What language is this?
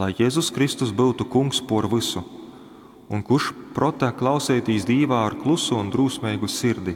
Latgalian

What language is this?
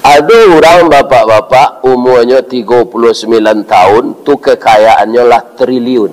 Minangkabau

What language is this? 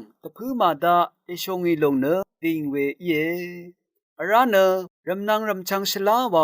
Rawang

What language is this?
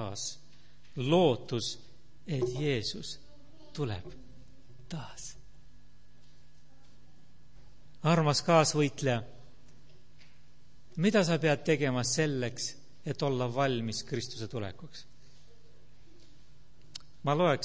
Estonian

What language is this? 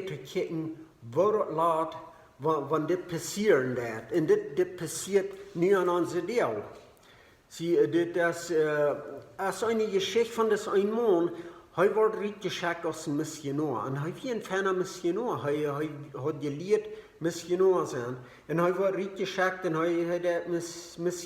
Plautdietsch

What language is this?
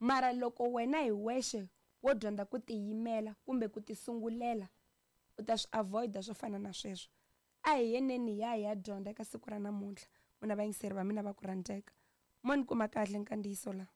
Tsonga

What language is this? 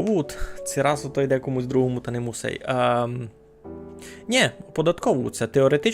Rusyn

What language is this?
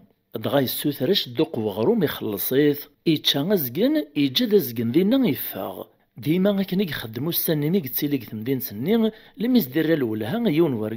Kabyle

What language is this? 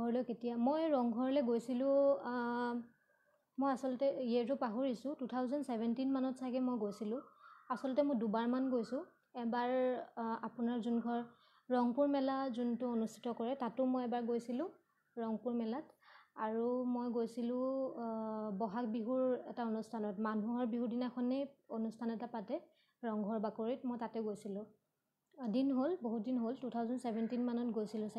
Assamese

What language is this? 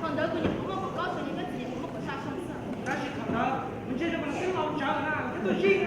Hmong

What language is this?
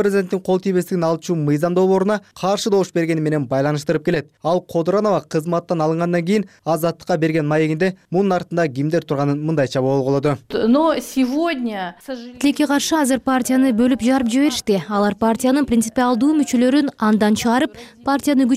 Kyrgyz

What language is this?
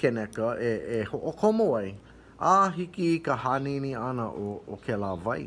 Hawaiian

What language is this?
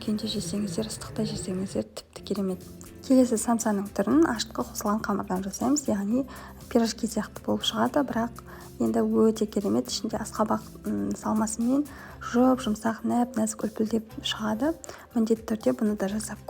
Kazakh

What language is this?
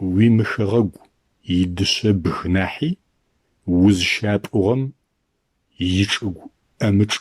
Adyghe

